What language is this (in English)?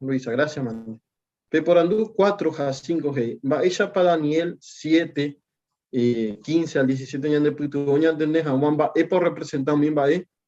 Guarani